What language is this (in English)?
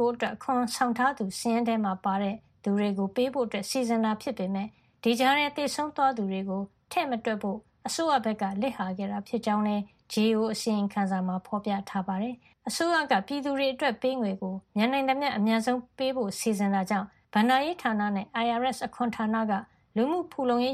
Burmese